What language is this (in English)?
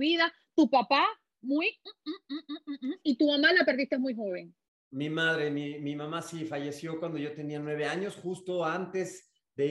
Spanish